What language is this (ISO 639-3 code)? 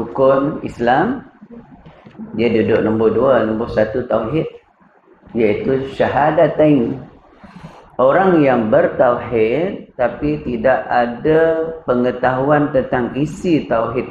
msa